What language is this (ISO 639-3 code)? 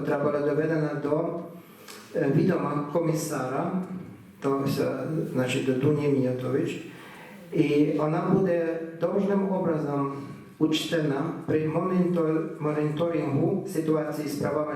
rue